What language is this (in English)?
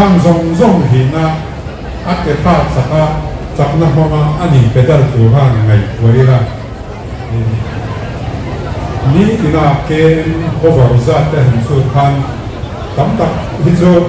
Mizo